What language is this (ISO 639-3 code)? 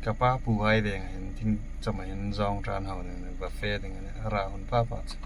hmr